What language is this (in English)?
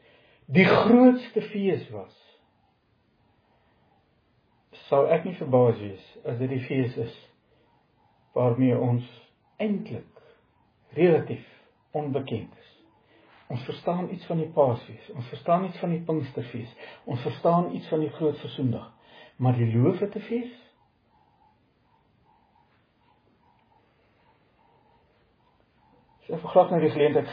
Afrikaans